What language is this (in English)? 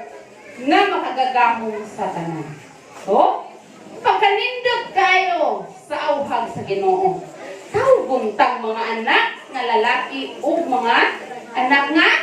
Cebuano